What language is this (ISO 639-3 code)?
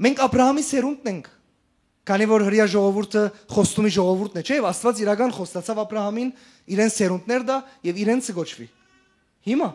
hyw